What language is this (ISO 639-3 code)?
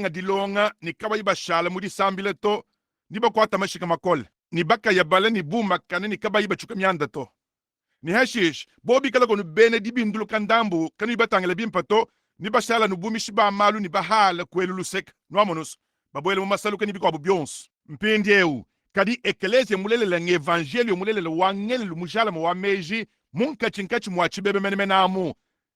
lua